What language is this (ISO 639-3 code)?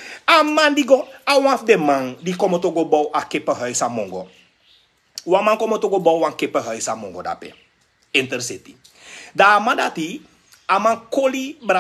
srn